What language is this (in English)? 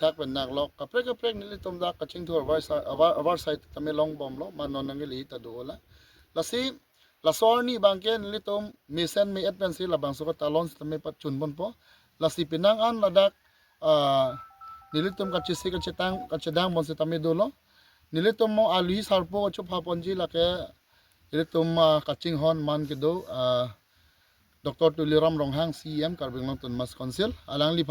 Karbi